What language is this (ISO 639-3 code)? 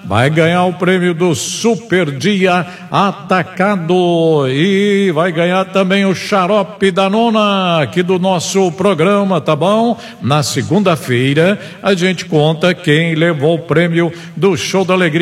por